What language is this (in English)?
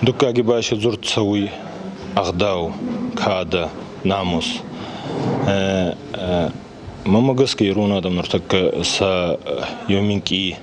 Ossetic